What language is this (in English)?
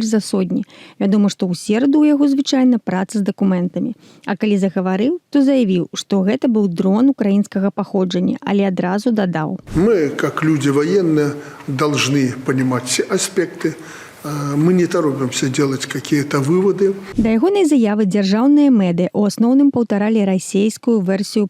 Belarusian